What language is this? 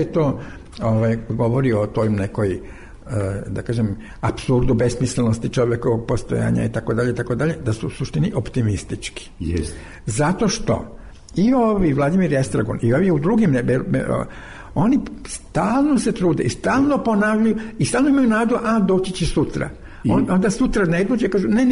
Serbian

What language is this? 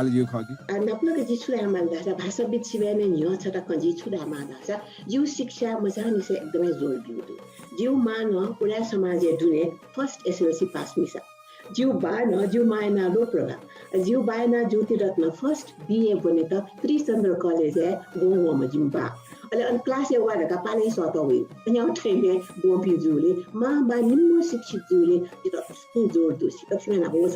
Newari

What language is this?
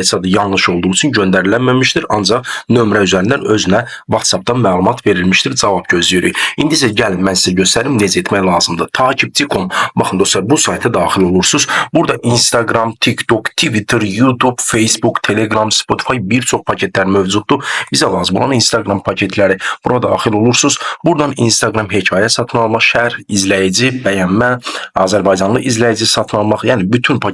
Azerbaijani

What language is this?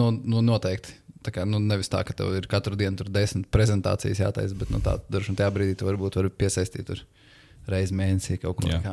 Latvian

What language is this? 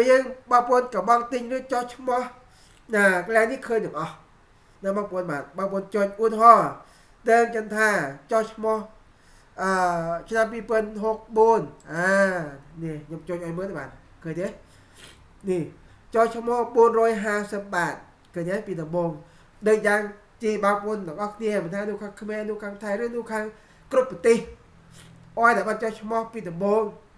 Khmer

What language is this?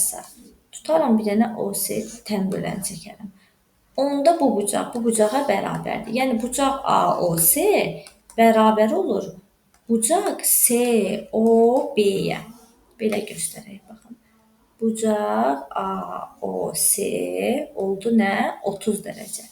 Azerbaijani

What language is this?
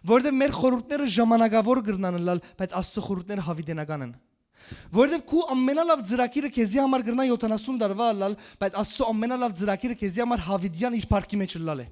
Western Armenian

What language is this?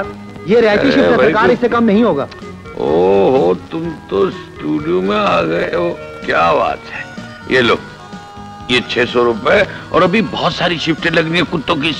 Hindi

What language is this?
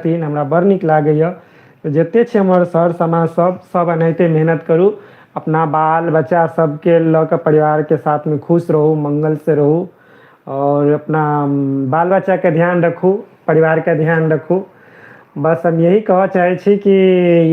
Maithili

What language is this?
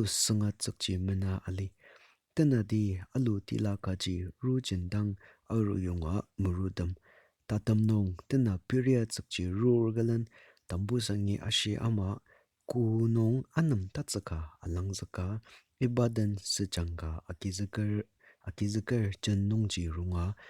Ao Naga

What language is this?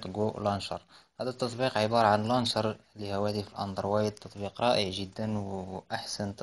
Arabic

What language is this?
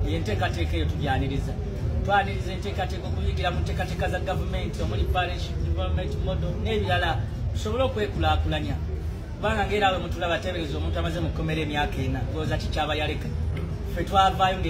Ganda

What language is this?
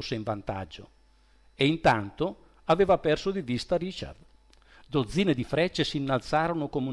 Italian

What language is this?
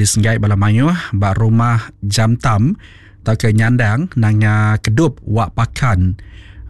Iban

